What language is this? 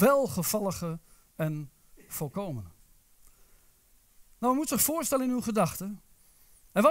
Dutch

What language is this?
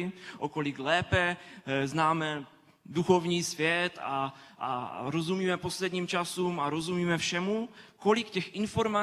Czech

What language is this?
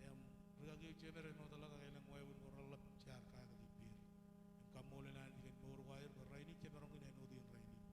Marshallese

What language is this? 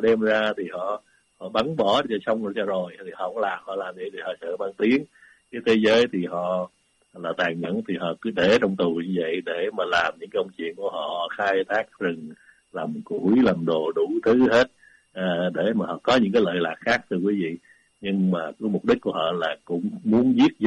Vietnamese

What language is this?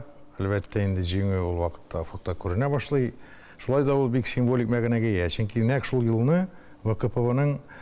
Tatar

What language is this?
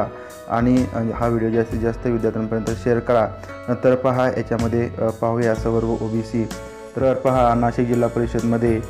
Marathi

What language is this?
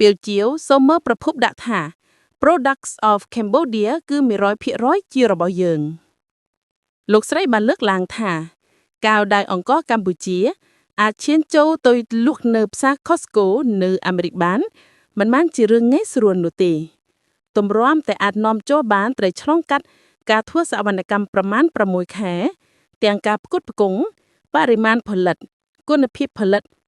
Khmer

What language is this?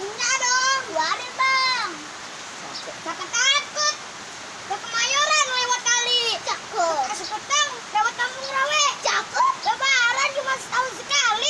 Betawi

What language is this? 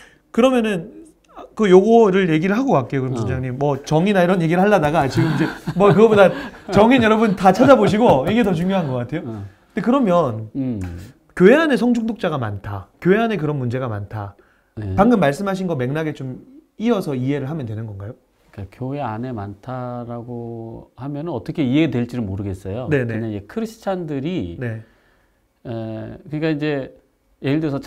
Korean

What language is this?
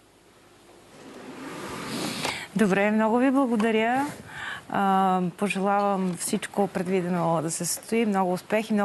Bulgarian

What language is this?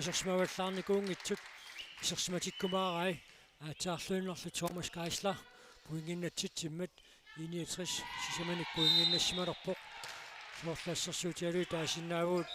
Kalaallisut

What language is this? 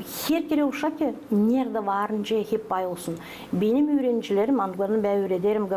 Gagauz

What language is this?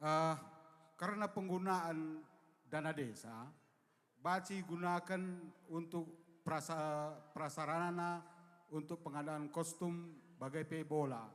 Batak Karo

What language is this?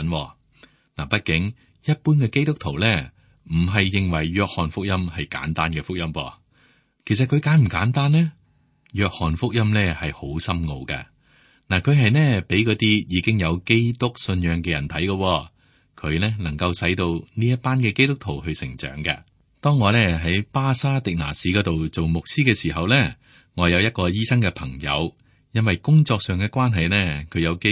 Cantonese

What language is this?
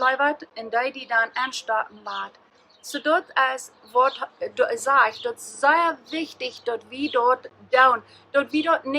Plautdietsch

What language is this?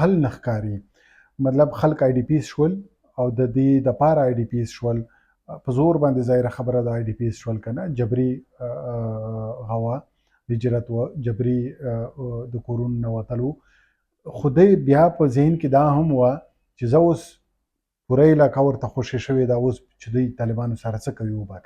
Pashto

